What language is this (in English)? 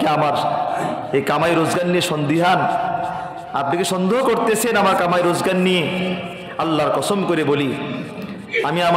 Bangla